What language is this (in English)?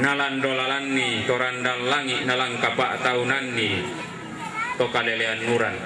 Toraja-Sa'dan